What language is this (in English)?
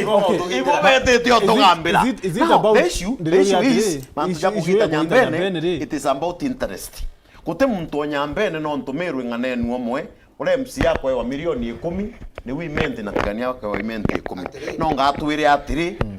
Meru